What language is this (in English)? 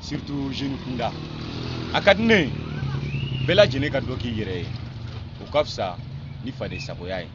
Bambara